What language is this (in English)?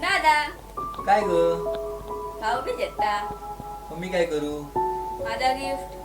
Konkani